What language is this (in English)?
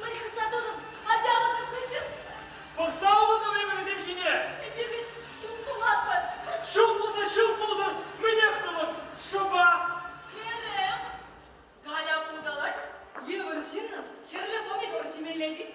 Chuvash